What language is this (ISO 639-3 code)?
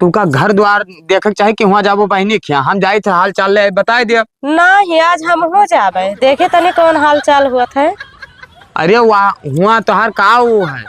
awa